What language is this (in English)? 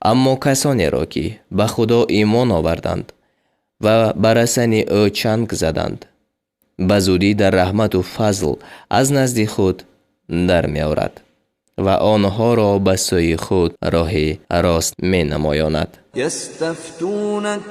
Tajik